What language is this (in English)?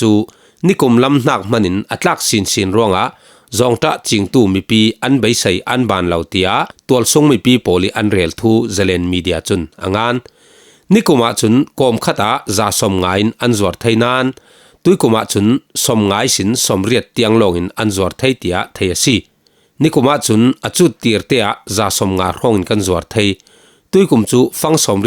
Falam Chin